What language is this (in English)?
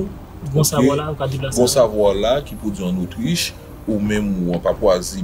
Haitian Creole